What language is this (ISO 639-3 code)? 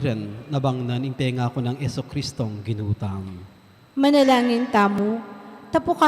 pam